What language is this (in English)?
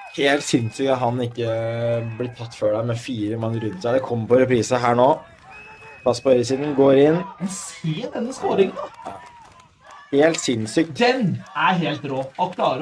Norwegian